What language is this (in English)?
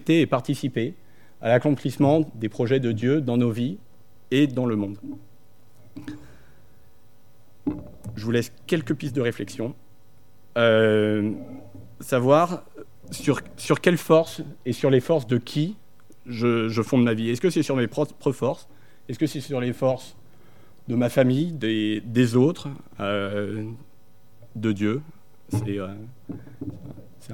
French